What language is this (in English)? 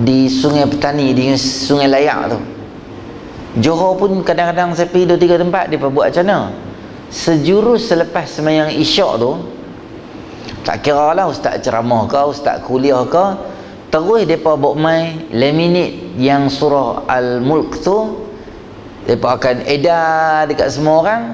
Malay